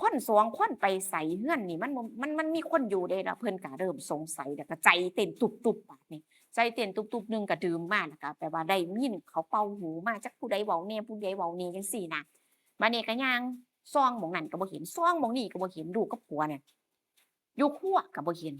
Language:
Northeastern Thai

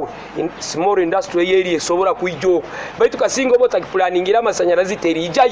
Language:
Nyoro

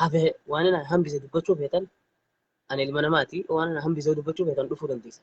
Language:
Oromo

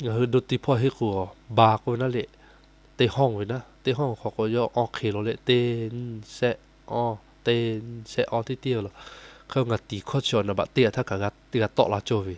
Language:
Lahu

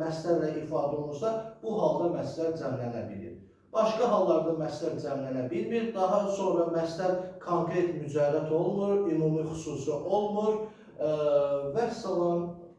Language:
Azerbaijani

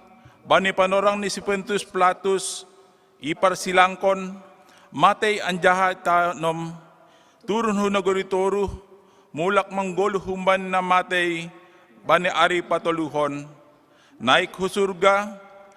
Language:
Batak Simalungun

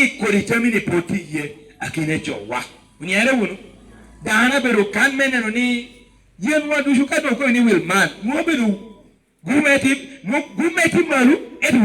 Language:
Lango (Uganda)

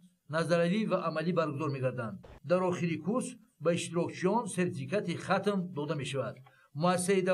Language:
Tajik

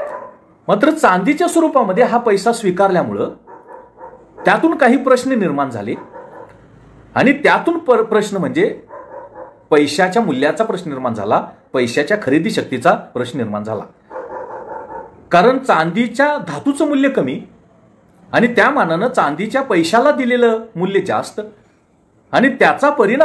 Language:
Marathi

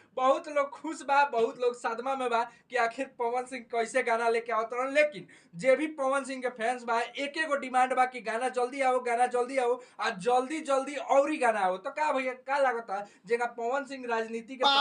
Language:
Bhojpuri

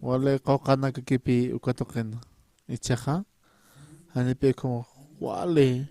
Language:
Aymara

